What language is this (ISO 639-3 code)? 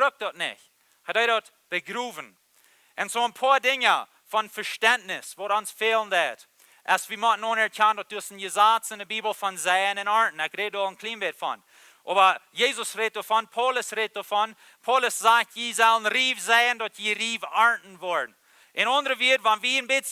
pdt